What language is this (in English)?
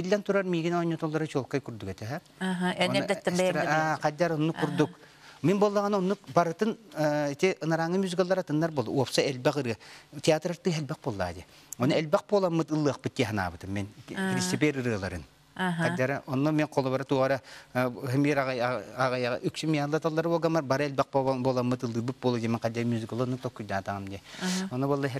Yakut